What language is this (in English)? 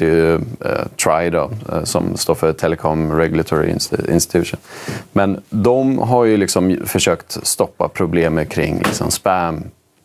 Swedish